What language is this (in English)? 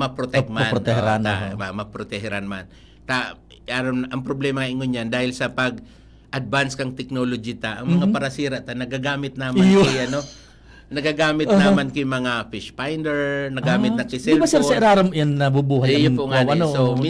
Bikol